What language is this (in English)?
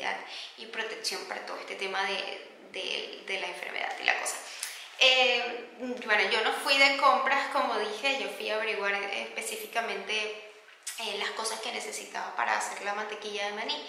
Spanish